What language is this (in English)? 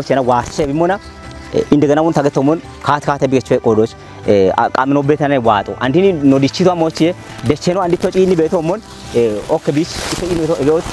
Kafa